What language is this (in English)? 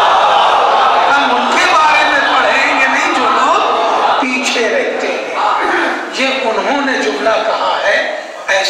Urdu